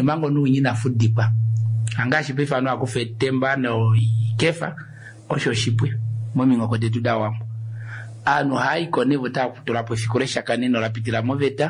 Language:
Kuanyama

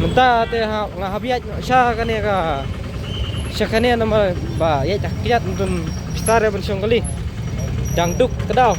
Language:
Khasi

